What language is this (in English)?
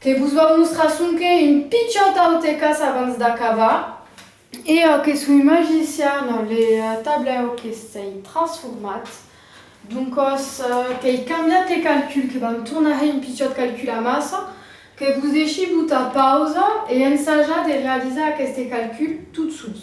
Occitan